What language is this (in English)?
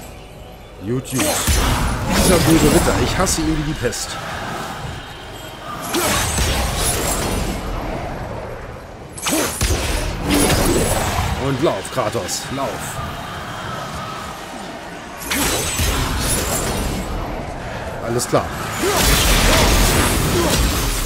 German